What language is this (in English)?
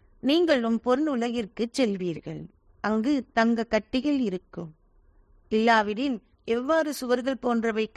Tamil